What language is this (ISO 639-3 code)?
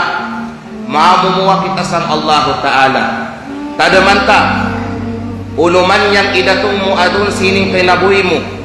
kqe